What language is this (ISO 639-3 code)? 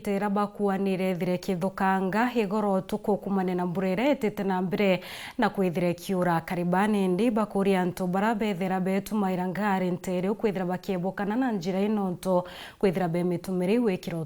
mer